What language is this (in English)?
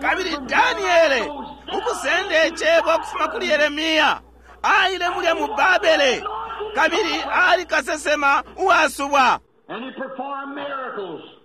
Bemba